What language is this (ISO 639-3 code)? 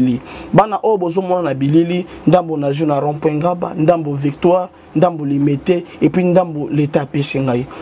lin